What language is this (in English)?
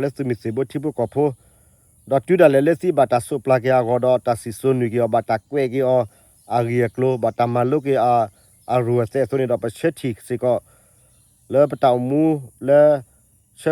S'gaw Karen